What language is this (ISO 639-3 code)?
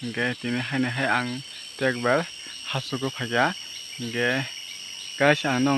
trp